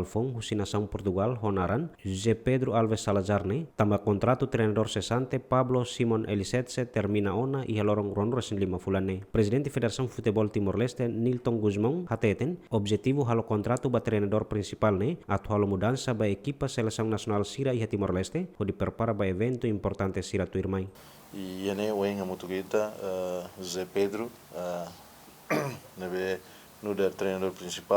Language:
Tetum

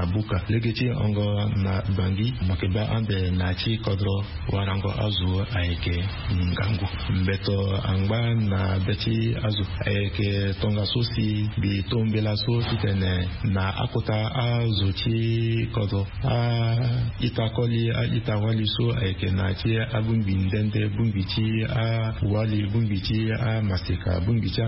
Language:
Sango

